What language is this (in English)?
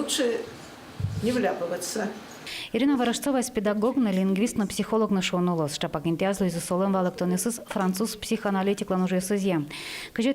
Udmurt